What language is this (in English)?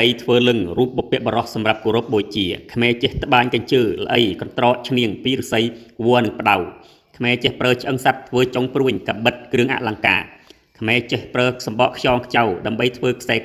Khmer